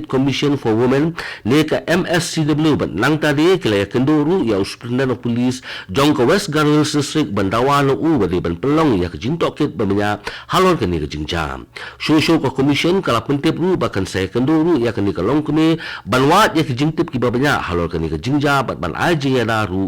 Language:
Khasi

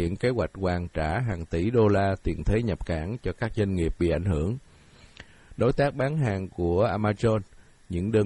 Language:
Vietnamese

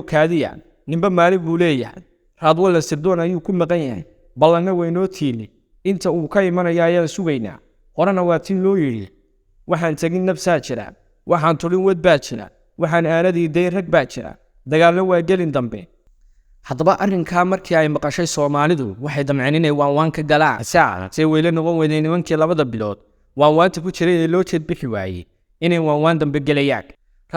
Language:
Somali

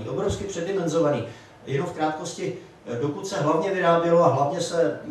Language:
Czech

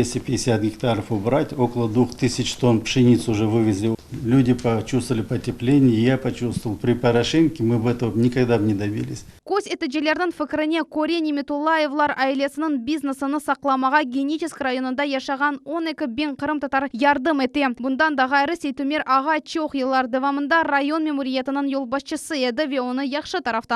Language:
Crimean Tatar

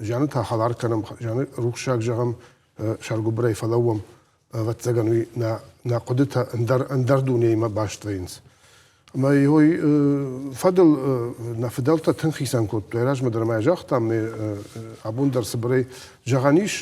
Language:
Ossetic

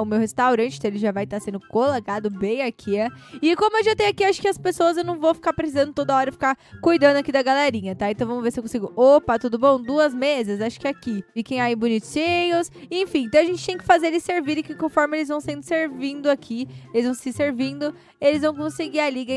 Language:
Portuguese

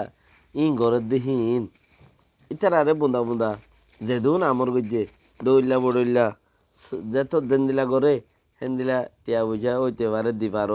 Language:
Rohingya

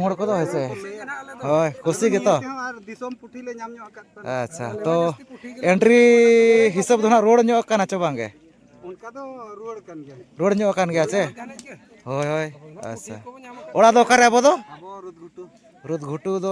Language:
Santali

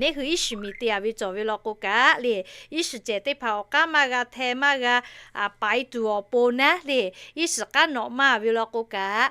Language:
Lahu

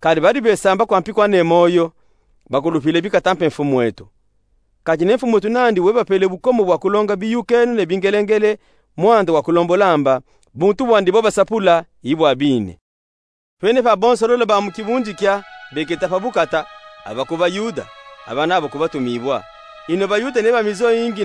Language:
Luba-Katanga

